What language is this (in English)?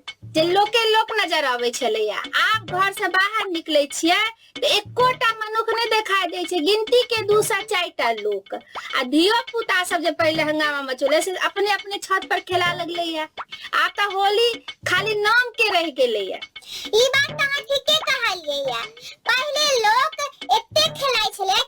Maithili